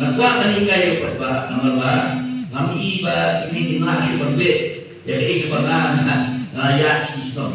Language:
Khasi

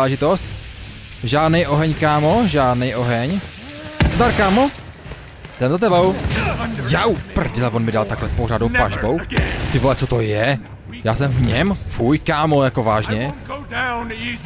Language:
Czech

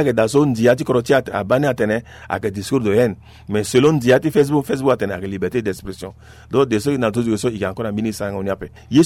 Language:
Sango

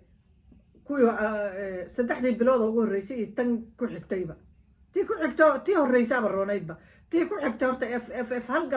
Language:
Somali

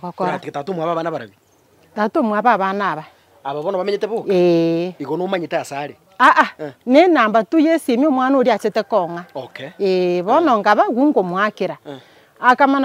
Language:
Gusii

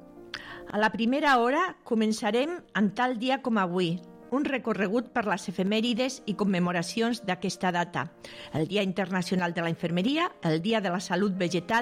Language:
Catalan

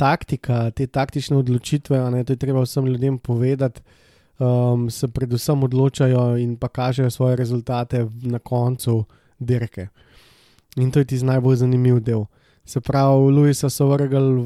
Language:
Slovenian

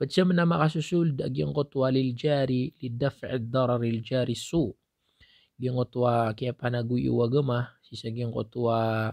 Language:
Maranao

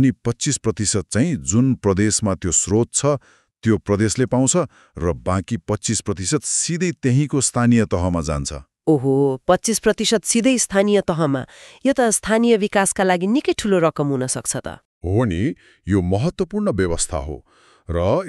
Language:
Nepali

